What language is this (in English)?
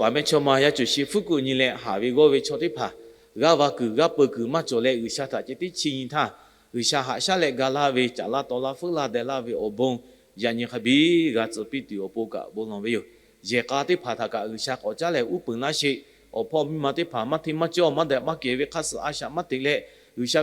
Lahu